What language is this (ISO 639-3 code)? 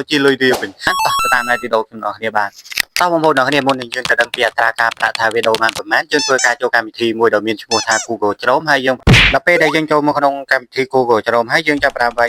khm